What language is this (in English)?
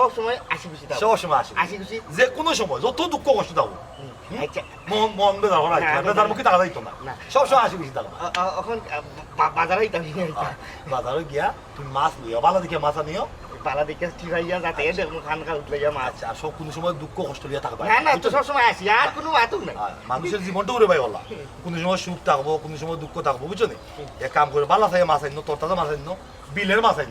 Sylheti